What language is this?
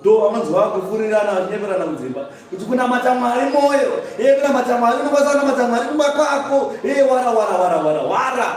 Shona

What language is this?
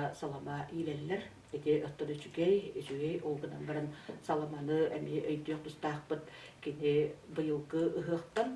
Yakut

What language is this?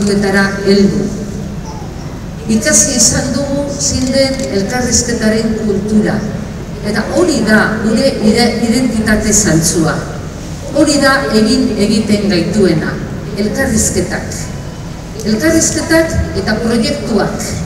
Basque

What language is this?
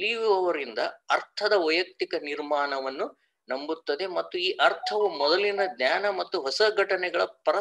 Kannada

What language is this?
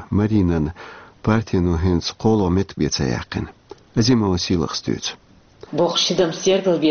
Chechen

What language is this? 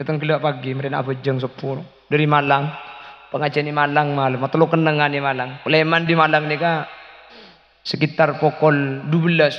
Madurese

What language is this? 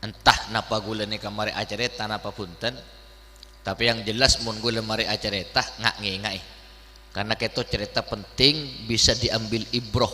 Madurese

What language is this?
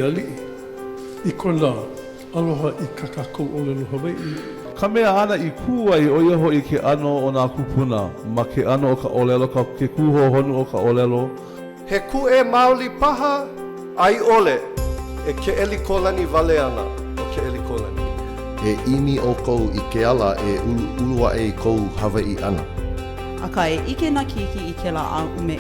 Hawaiian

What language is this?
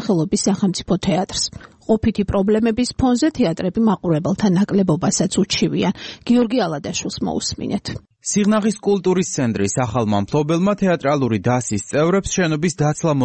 Georgian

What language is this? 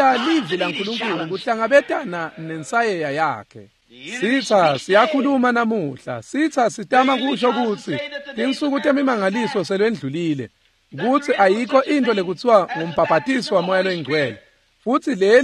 Swati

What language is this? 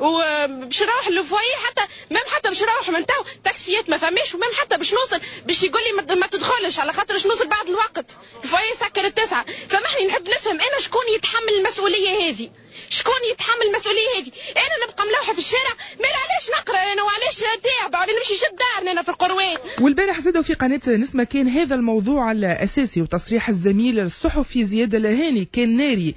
Tunisian Arabic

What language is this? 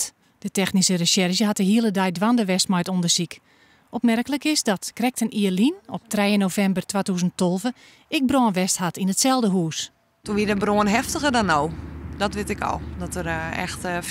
Western Frisian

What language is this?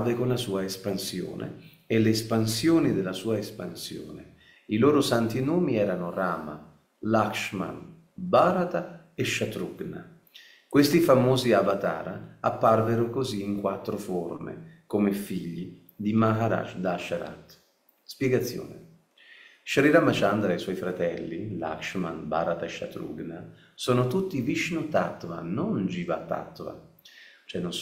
Italian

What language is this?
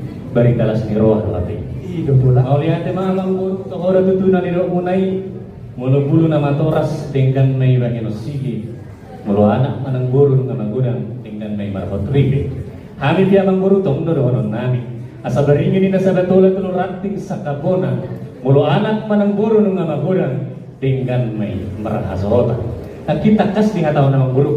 Batak Toba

